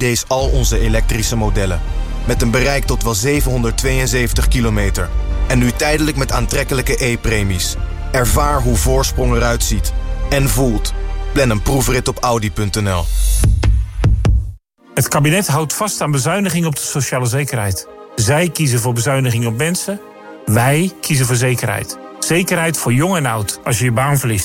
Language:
Dutch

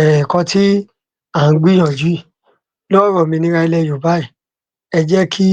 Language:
Yoruba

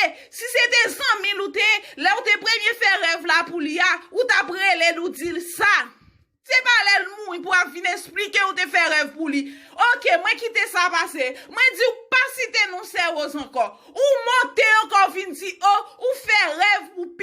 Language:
Haitian Creole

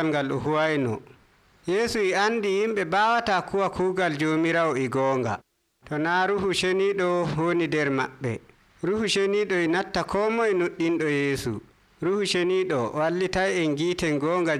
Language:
Nigerian Fulfulde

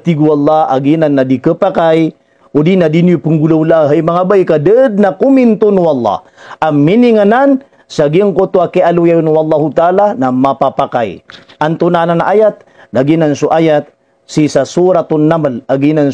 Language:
Maranao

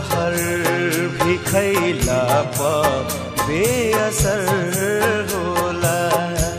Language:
Bhojpuri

